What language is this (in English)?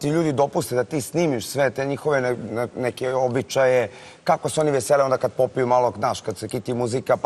Serbian